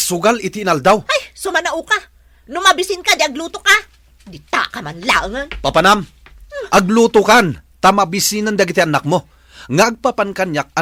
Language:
Iloko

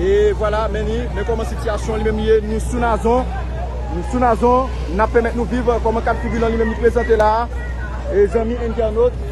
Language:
Haitian Creole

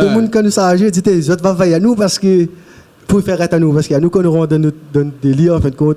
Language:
Réunion Creole French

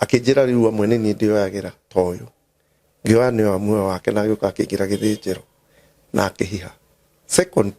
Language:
Kikuyu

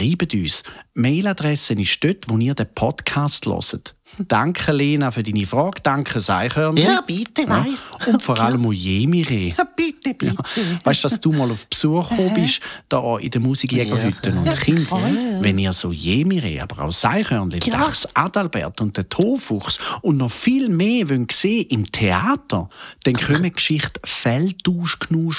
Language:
Swiss German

